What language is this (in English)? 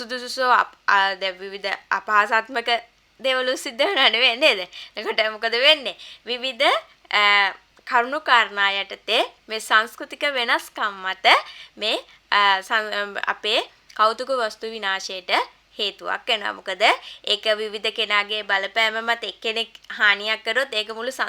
Sinhala